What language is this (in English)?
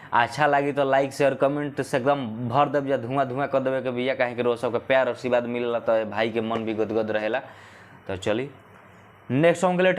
Bhojpuri